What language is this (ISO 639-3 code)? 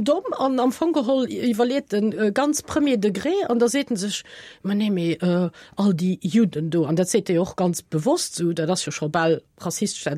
ltz